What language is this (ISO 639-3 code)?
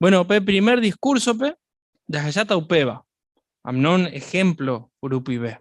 grn